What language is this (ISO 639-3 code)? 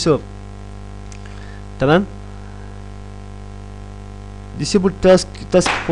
ara